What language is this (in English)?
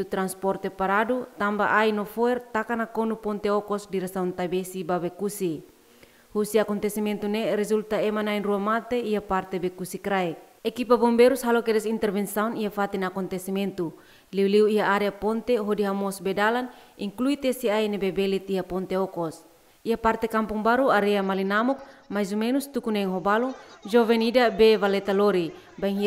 Tetum